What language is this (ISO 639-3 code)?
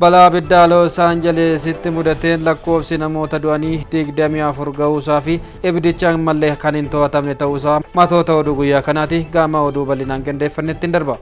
orm